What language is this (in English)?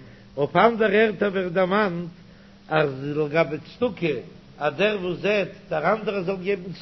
Yiddish